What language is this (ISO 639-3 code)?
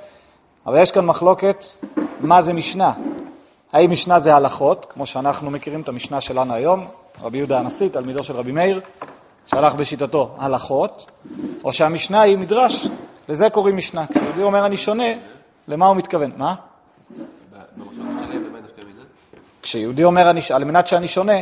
heb